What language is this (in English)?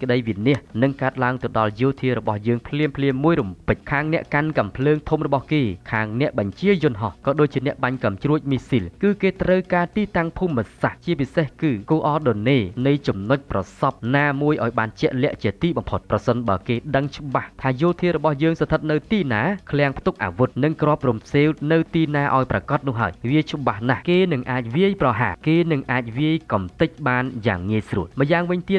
Khmer